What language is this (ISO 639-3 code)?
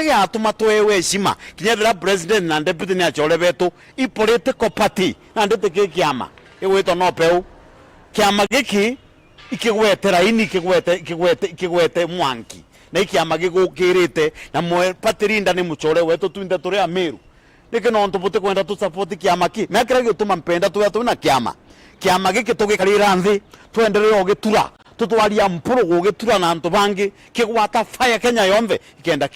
mer